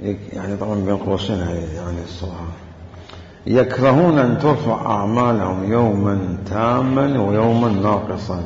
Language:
Mesopotamian Arabic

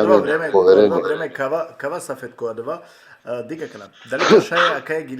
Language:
Balkan Romani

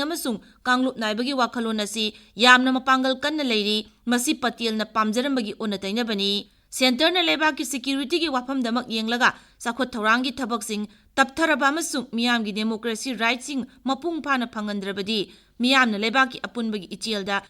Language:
Manipuri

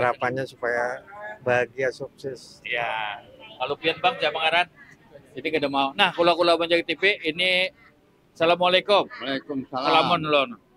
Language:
Banjar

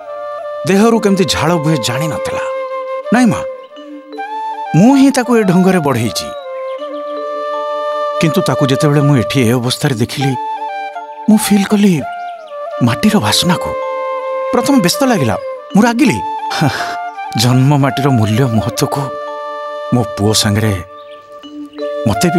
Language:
Odia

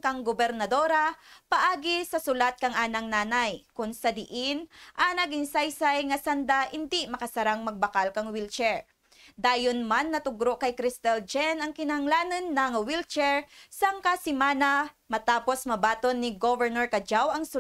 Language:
Kinaray-a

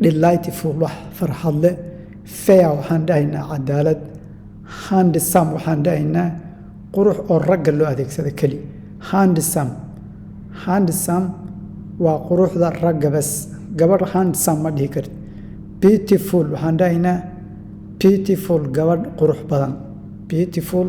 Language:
Somali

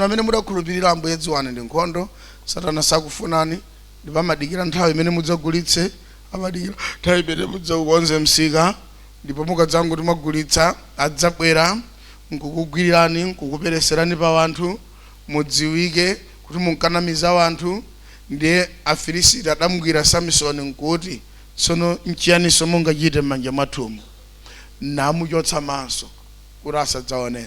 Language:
Nyanja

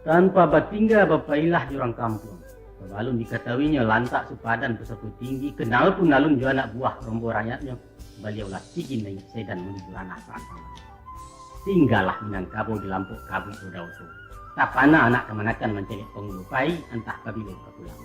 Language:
Minangkabau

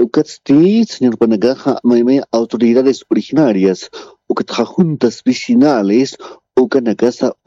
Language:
Aymara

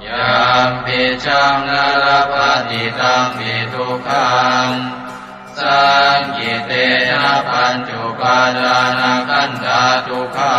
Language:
Pali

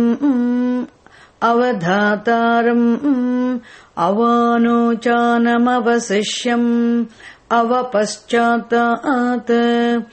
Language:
Sanskrit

